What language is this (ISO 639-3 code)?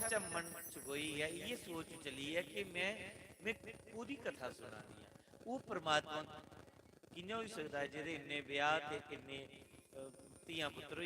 doi